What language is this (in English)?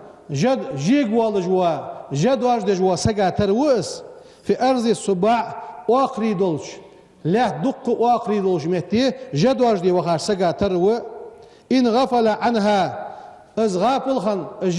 Ingush